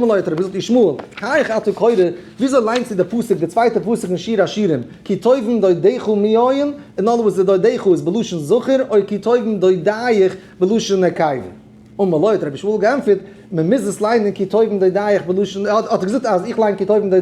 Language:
Yiddish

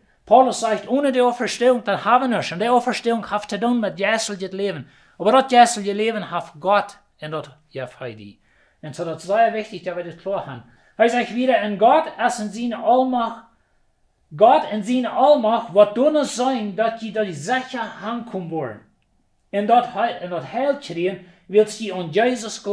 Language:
Plautdietsch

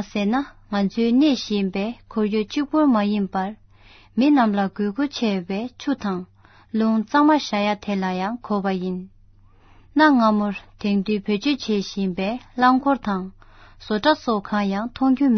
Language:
Tibetan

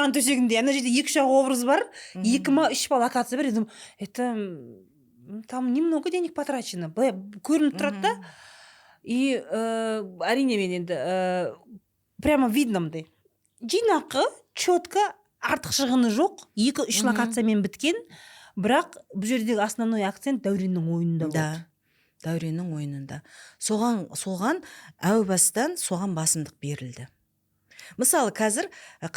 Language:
Kazakh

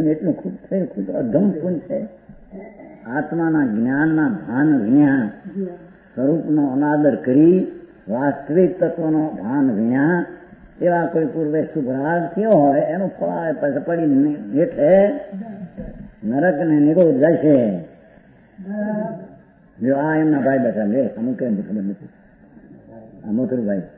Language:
Gujarati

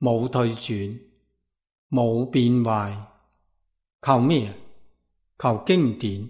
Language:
Cantonese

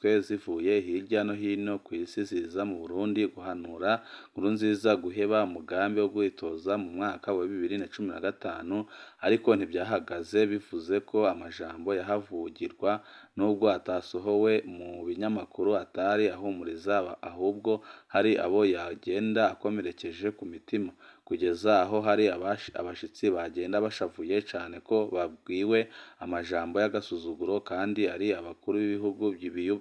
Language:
Rundi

